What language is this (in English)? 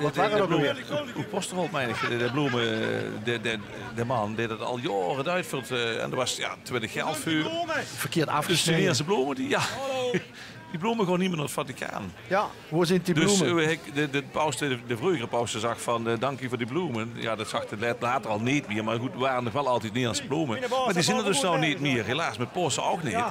Limburgish